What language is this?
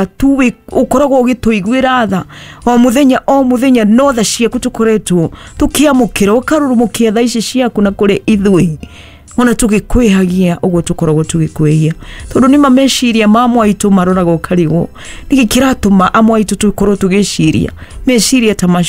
Kikuyu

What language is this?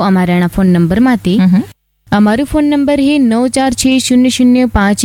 Gujarati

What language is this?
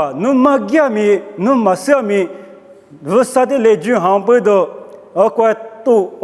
Lisu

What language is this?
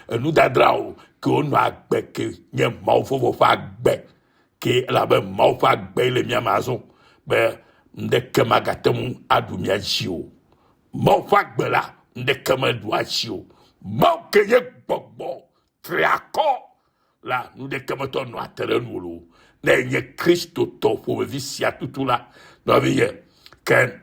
Ewe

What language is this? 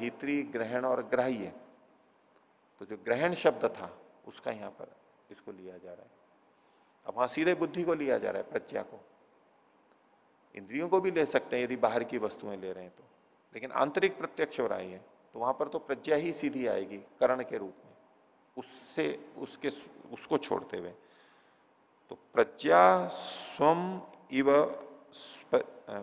Hindi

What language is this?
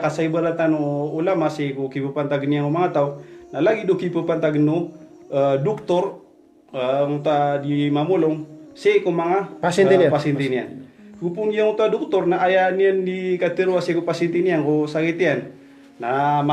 Maranao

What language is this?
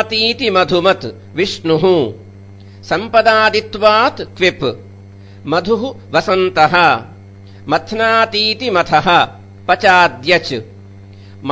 Sanskrit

